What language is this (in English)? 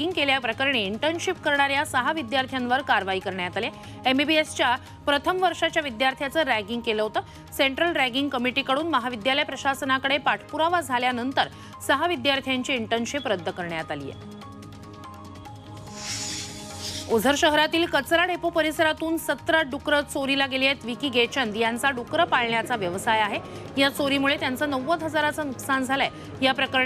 Marathi